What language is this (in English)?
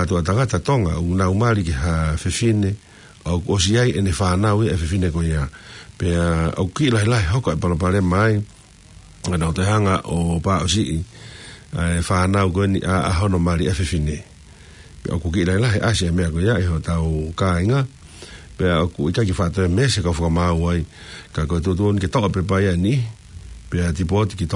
Tongan